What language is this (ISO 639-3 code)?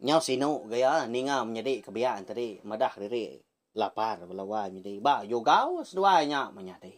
iba